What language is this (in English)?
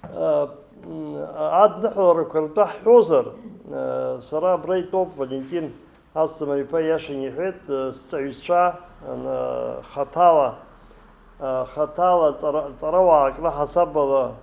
Abkhazian